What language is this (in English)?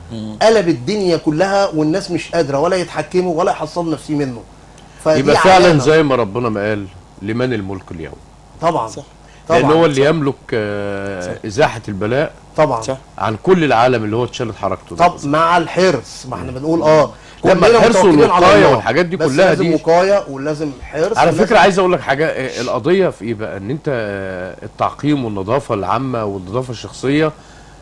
Egyptian Arabic